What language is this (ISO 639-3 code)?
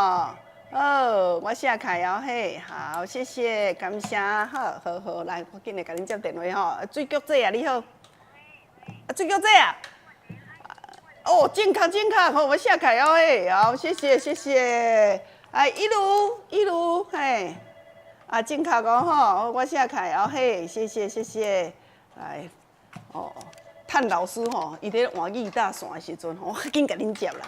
nan